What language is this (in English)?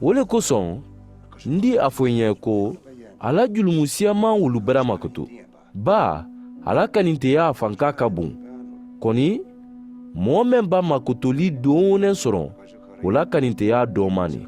Mandingo